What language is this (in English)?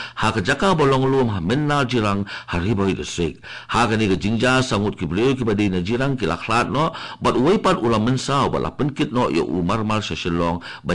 Khasi